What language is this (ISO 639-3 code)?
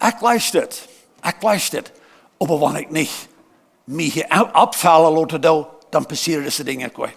pdt